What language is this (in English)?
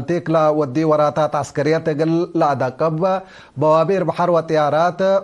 Tigre